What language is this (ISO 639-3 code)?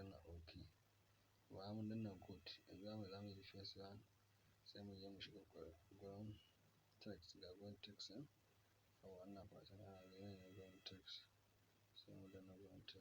hau